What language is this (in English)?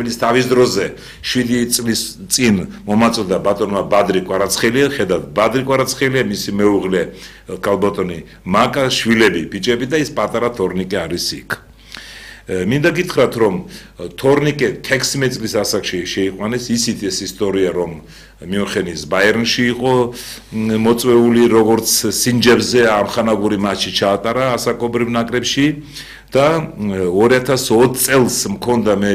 Georgian